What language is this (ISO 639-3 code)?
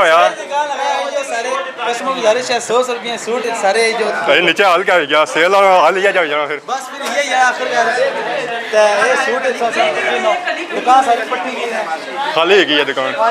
phr